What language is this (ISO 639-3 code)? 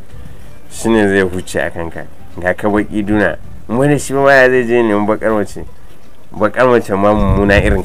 hau